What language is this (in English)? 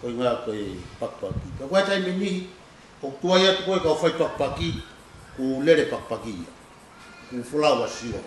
Tongan